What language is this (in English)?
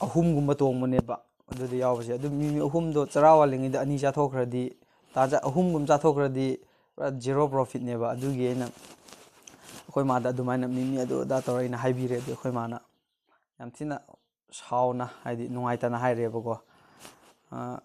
Manipuri